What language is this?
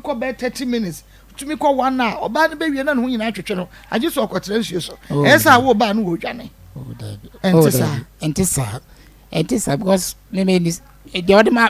Akan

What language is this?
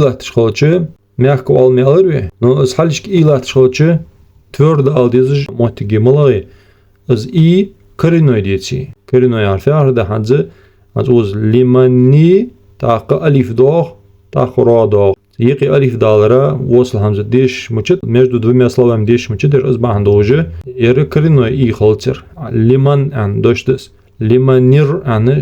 Ingush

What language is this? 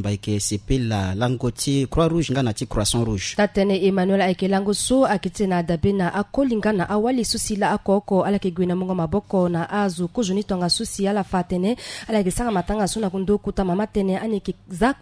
Sango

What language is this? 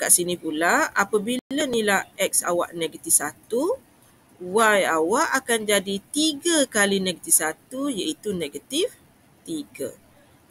Malay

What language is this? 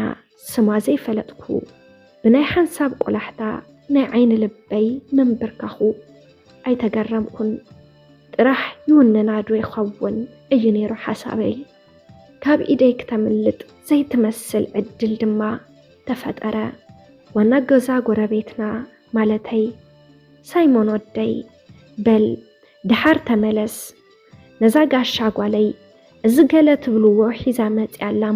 Tigrinya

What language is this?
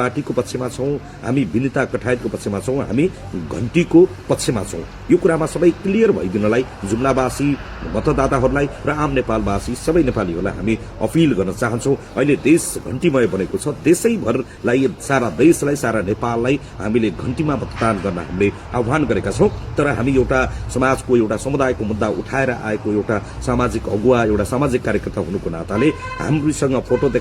Nepali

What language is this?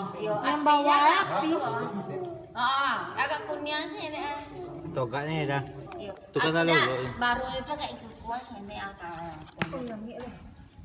Minangkabau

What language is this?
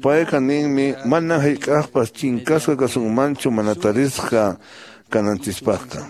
Quechua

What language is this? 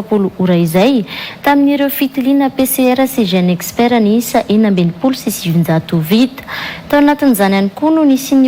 Malagasy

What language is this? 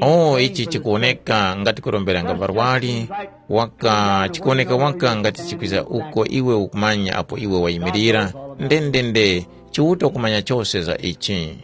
Tumbuka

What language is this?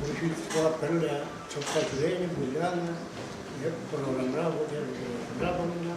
Chuvash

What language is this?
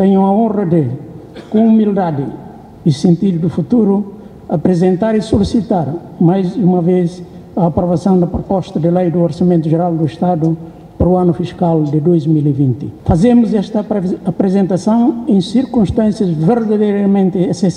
Tetum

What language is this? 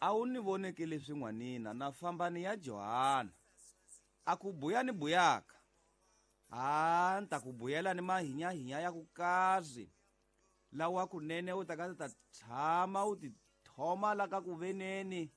Tsonga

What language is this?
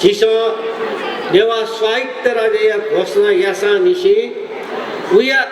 Newari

